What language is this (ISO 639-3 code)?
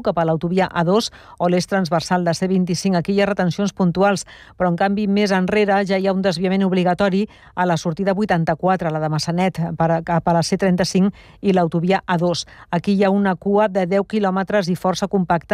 cat